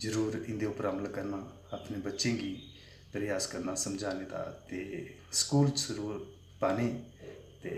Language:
Dogri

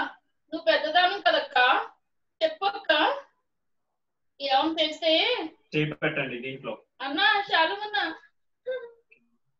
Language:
Telugu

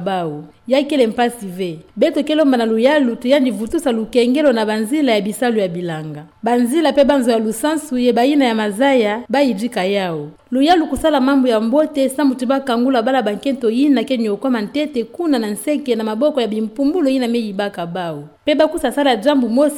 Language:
Kituba (Democratic Republic of Congo)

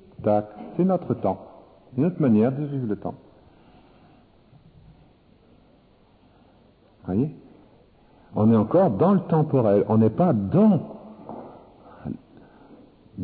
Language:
French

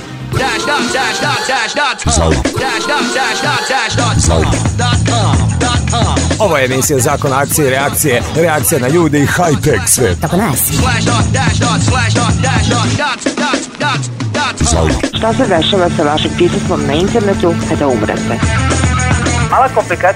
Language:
Serbian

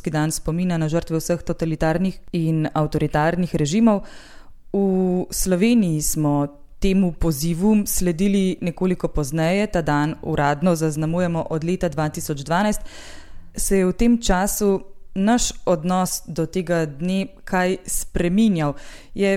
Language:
Slovenian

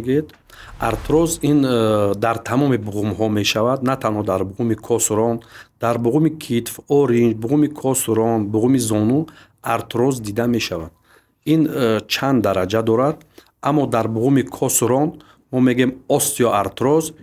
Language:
Tajik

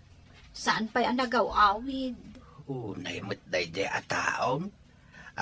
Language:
Iloko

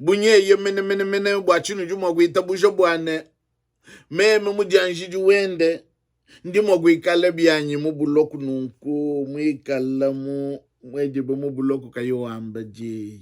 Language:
Luba-Lulua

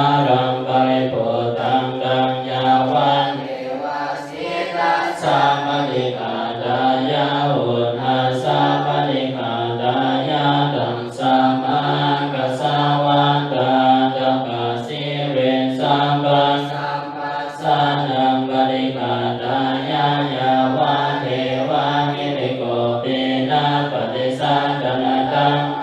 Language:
Pali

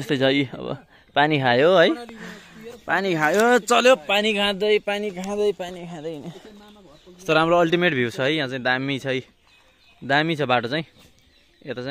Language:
Nepali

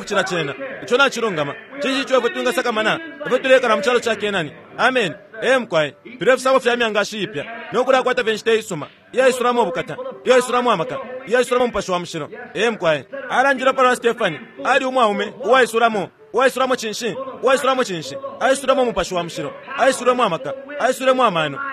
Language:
Bemba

